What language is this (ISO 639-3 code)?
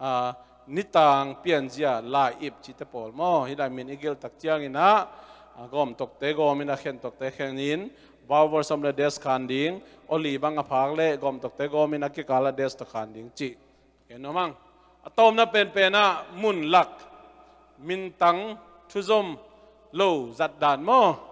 ctd